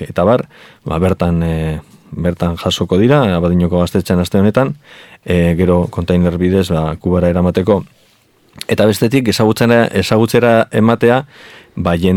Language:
Basque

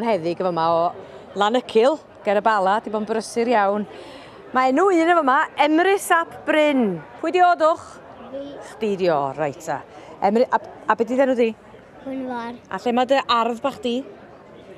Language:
Welsh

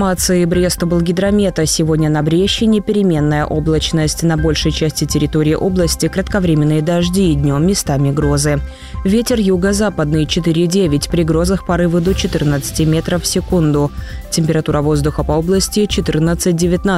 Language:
Russian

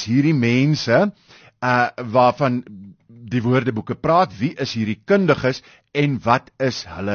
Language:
Afrikaans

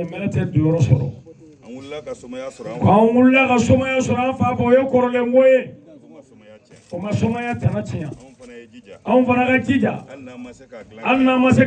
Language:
Bambara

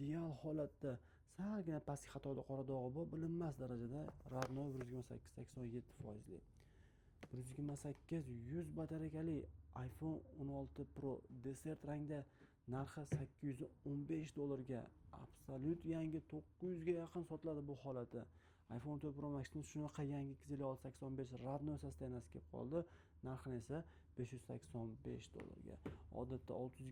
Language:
Uzbek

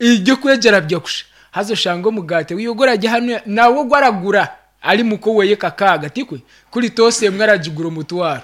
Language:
Nyankole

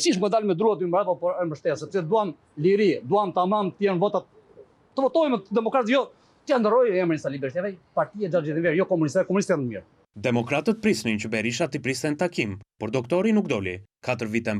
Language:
Albanian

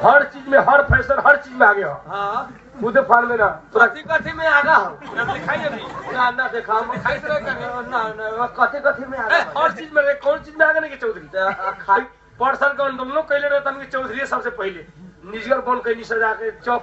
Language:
Bhojpuri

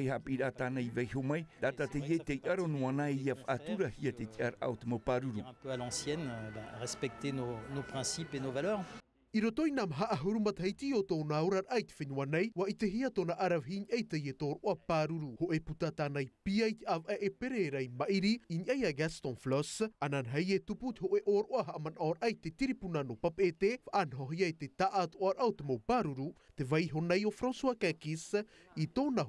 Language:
Tahitian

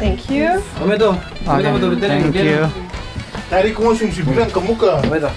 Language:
Ambonese Malay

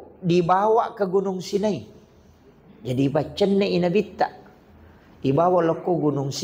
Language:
Buginese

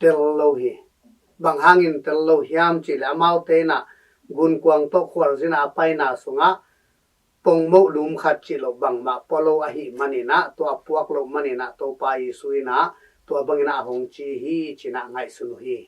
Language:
Tedim Chin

